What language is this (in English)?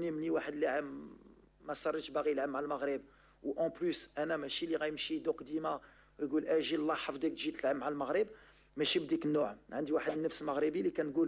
Moroccan Arabic